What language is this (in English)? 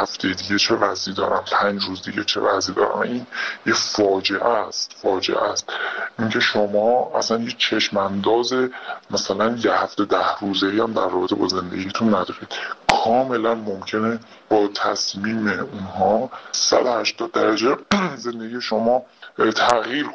Persian